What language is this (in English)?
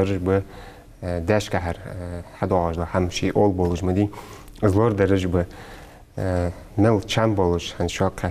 Ingush